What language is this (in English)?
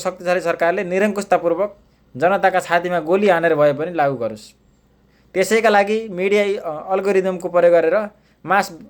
Nepali